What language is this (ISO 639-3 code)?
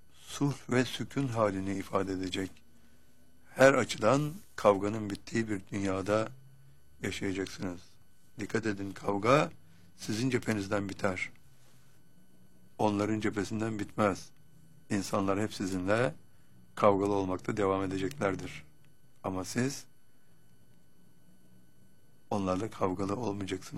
tur